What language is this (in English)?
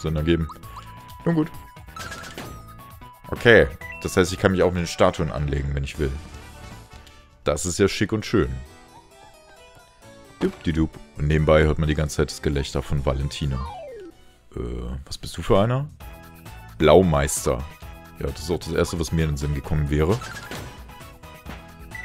German